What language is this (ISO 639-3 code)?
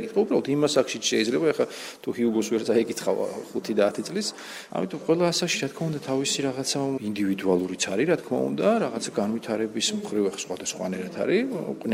kat